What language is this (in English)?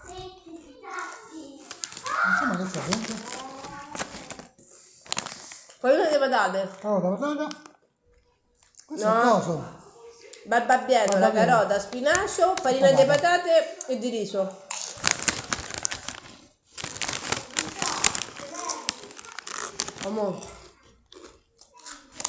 Italian